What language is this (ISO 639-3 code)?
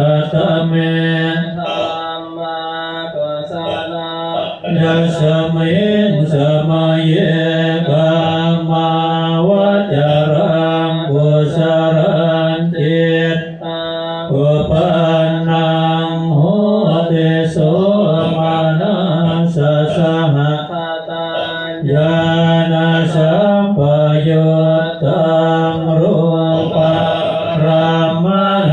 pli